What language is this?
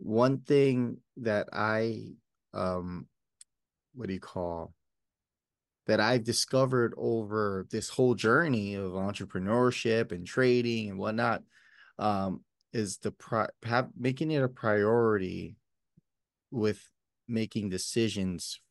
English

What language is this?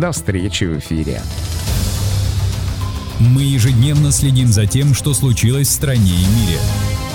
Russian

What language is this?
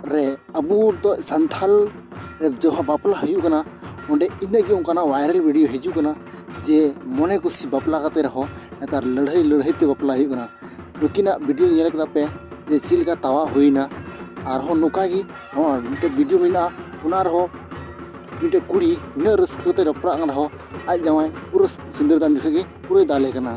Santali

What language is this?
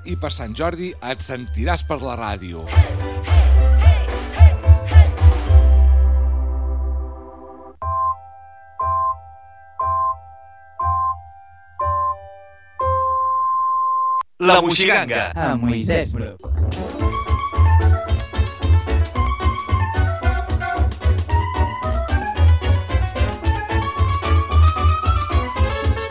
Catalan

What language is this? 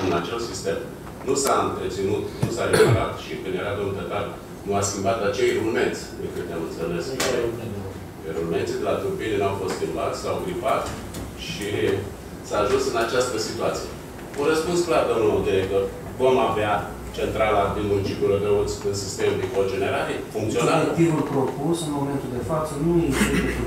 Romanian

